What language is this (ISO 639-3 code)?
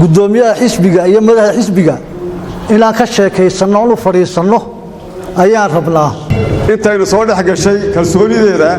som